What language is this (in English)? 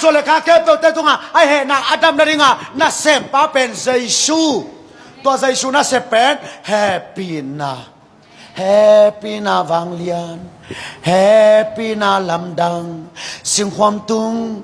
Tedim Chin